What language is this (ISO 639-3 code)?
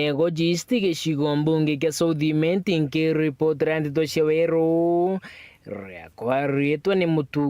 mer